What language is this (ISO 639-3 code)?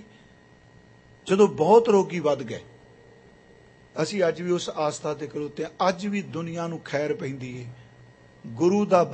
pan